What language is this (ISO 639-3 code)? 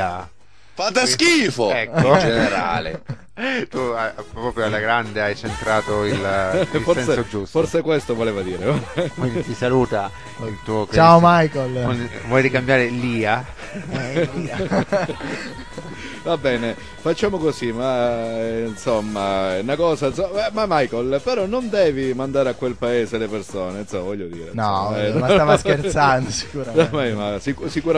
ita